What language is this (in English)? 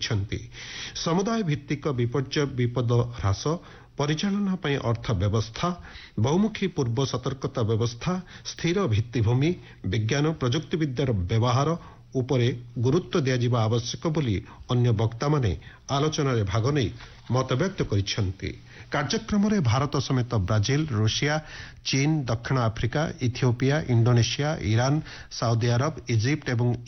Odia